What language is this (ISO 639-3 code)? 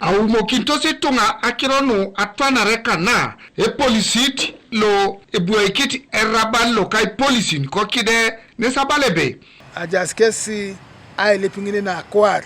teo